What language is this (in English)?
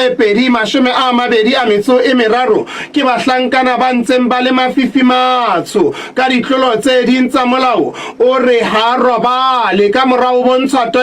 Southern Sotho